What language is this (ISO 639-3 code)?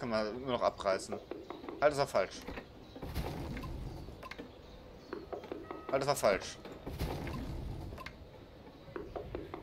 deu